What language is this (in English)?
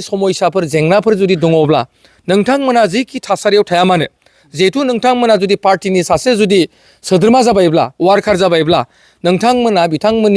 Bodo